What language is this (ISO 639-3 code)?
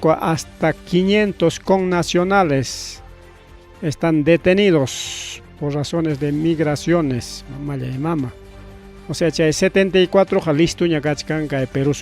quy